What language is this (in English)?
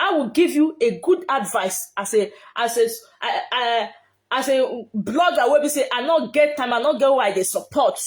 Nigerian Pidgin